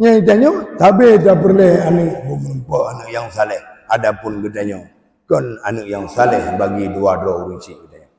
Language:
Achinese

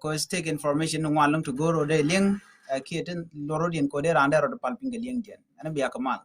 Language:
Nuer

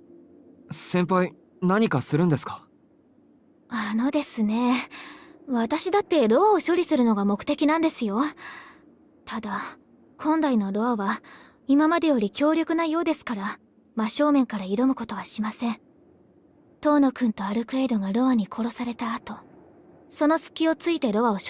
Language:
Japanese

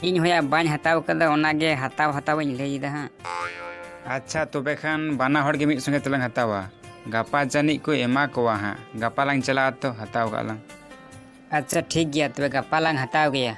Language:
Santali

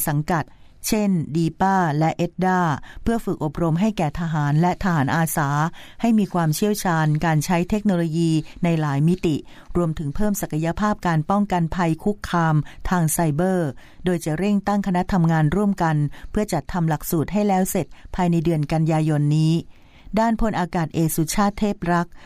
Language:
Thai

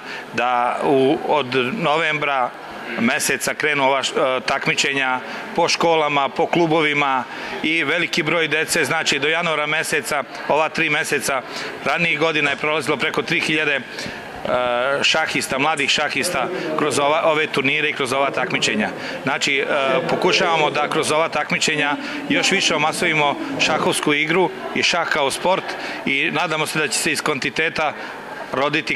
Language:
Serbian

